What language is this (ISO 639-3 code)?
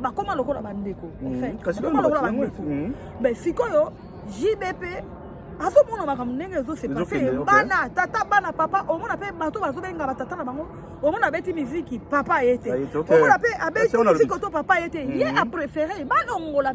lin